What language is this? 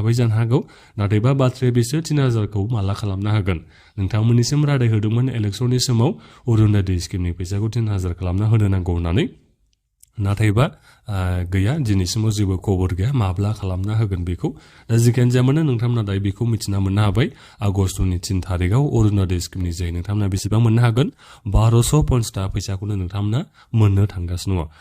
Bodo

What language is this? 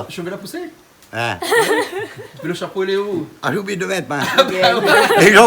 Réunion Creole French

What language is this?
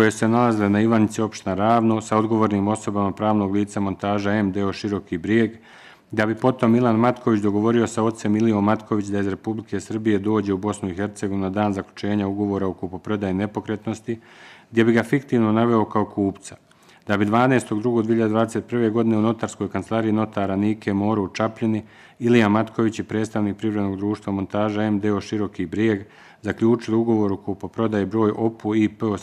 Bosnian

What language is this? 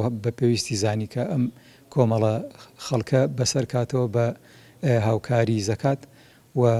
Central Kurdish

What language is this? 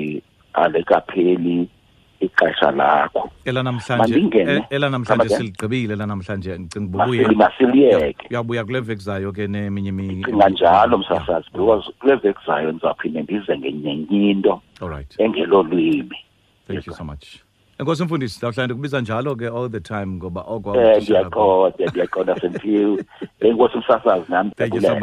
Xhosa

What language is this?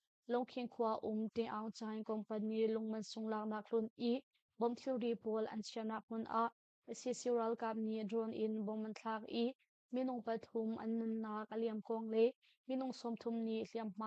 Hakha Chin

